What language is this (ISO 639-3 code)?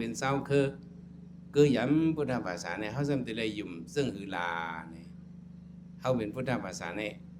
shn